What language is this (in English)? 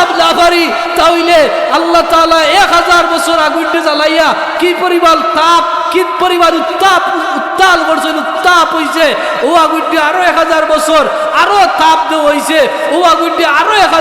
Sylheti